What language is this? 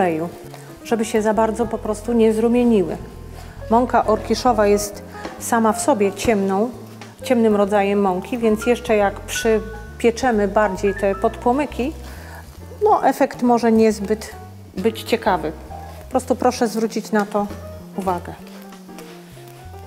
Polish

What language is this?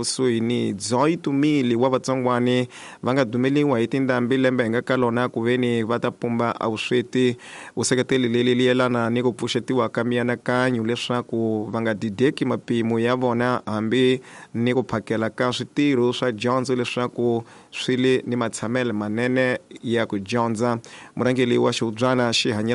Tsonga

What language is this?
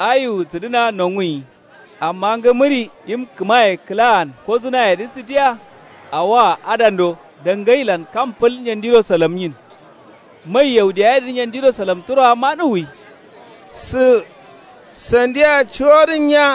Kanuri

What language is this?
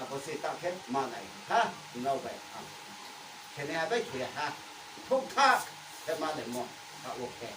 Riang (India)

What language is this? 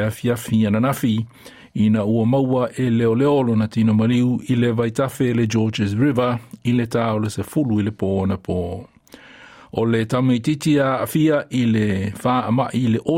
Samoan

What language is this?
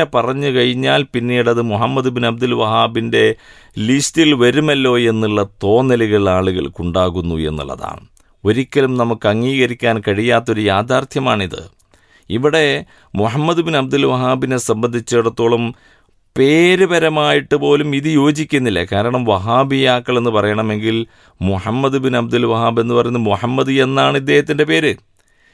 Malayalam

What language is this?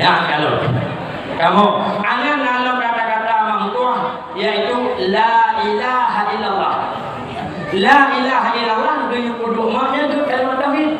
Achinese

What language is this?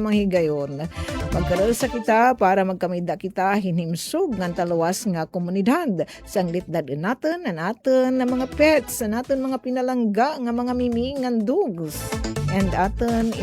Waray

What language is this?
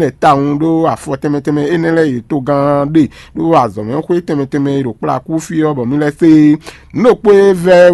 Fon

